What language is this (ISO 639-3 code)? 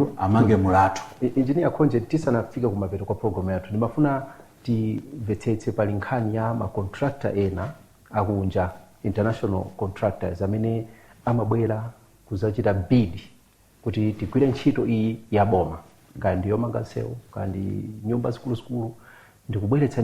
nya